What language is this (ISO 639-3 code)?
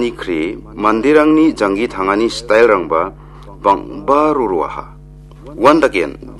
grt